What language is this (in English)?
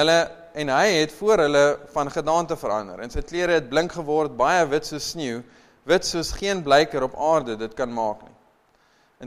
Afrikaans